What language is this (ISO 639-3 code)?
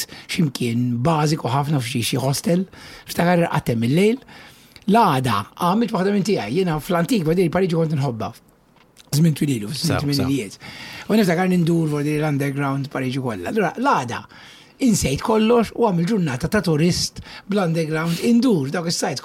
mlt